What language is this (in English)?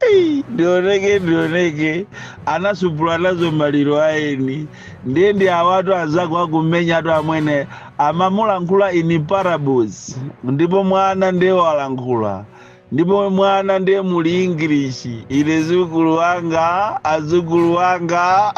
Nyanja